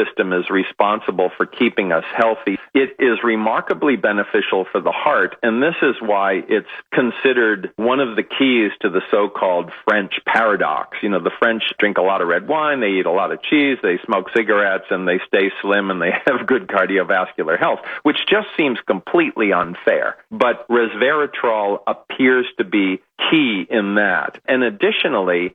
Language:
English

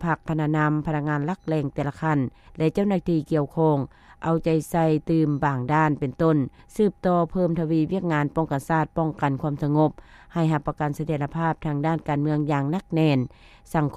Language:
Lao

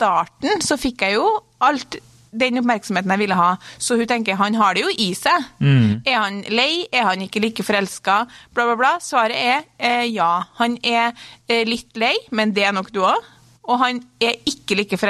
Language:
Norwegian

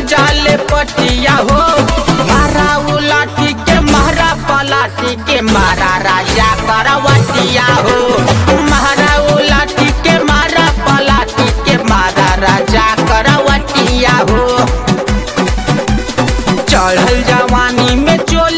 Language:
Bhojpuri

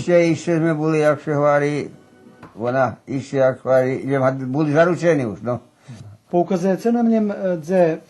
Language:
Rusyn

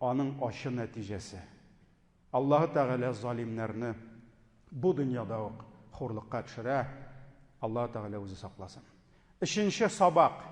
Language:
Tatar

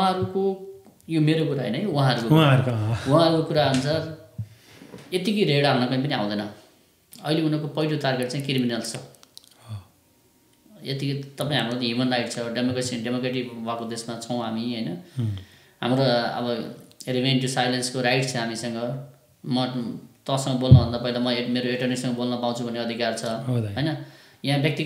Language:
Nepali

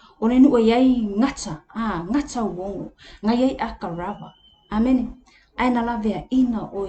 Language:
Samoan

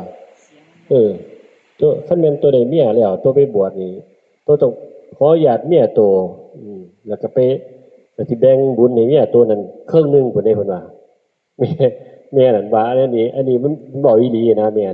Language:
Northeastern Thai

